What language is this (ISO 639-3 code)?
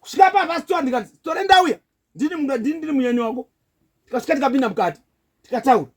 sna